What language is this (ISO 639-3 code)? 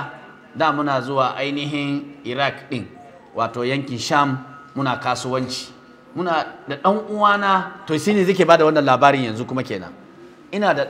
hau